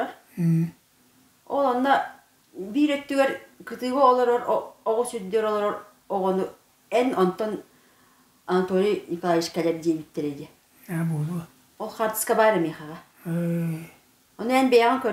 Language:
Yakut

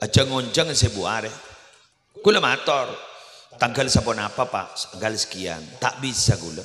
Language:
Madurese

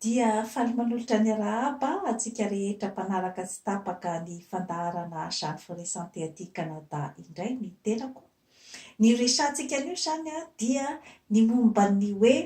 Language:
Malagasy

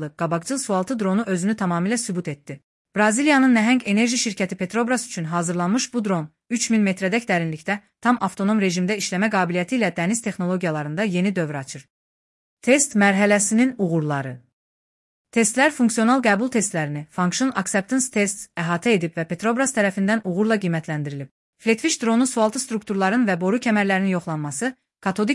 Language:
Azerbaijani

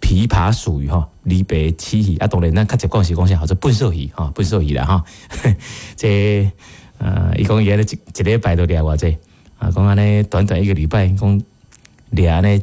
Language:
Min Nan Chinese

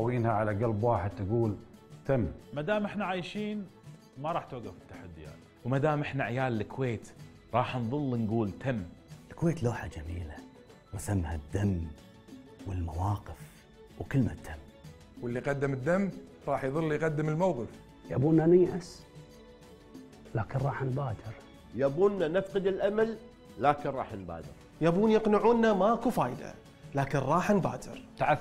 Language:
Gulf Arabic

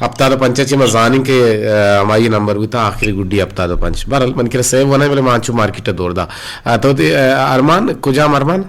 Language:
Eastern Balochi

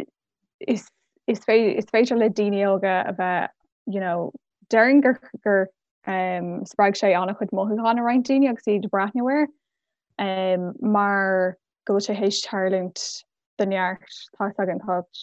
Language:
Irish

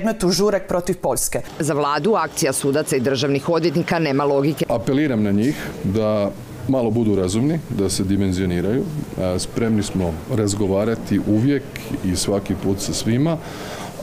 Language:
Croatian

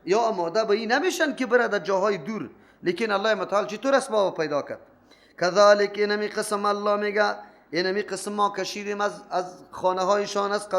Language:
Persian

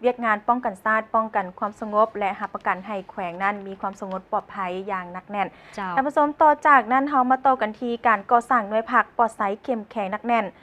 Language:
Lao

